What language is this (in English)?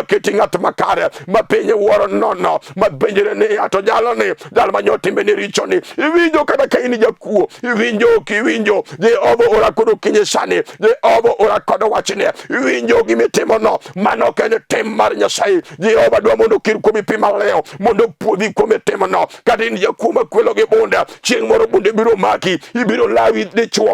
Luo (Kenya and Tanzania)